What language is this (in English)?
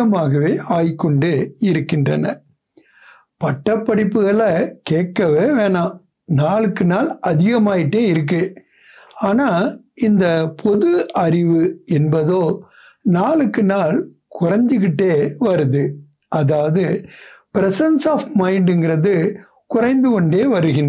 Tamil